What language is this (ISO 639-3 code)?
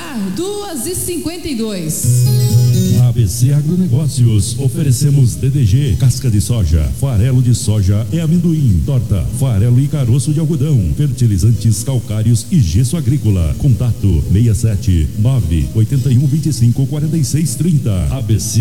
por